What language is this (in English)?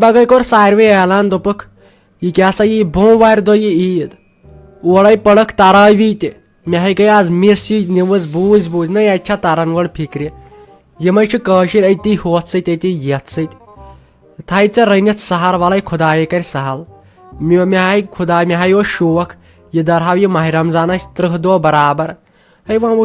Kashmiri